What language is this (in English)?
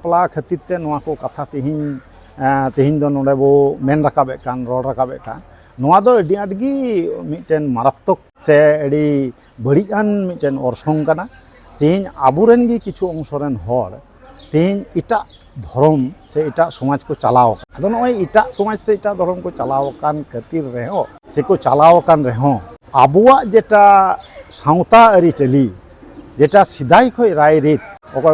Santali